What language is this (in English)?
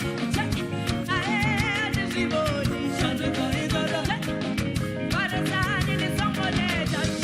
Venda